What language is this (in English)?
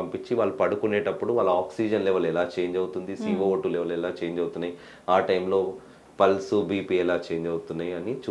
Telugu